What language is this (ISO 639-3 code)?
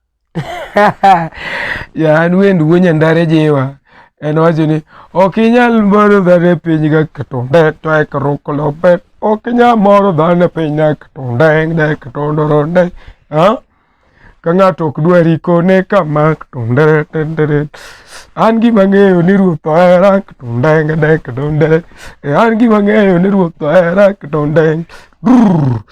luo